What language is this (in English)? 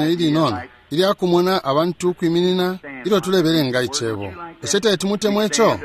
Bemba